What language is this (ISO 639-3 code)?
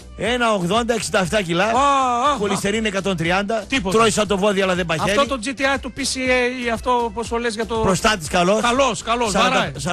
ell